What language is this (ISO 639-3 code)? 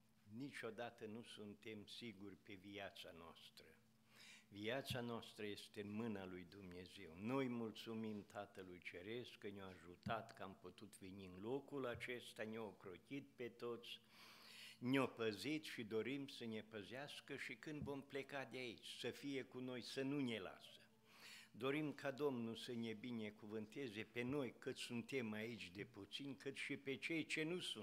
ron